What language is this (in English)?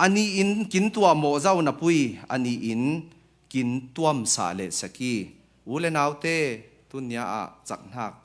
Falam Chin